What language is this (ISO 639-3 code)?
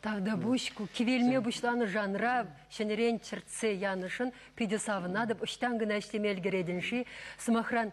chv